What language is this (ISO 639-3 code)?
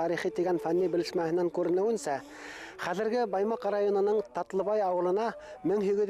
bak